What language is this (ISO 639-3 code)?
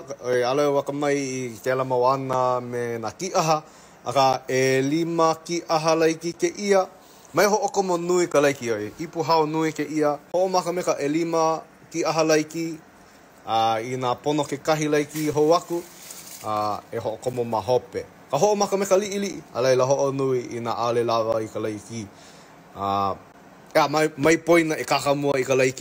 haw